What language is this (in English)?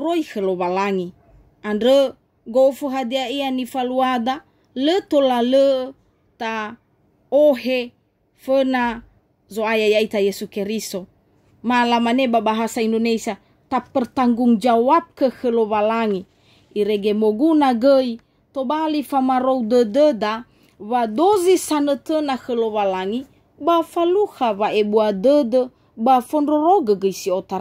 Nias